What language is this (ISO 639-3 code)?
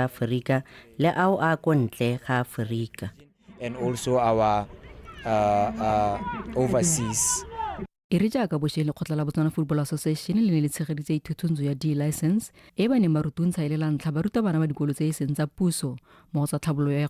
tsn